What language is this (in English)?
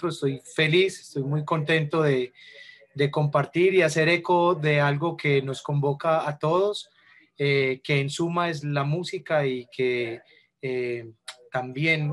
Spanish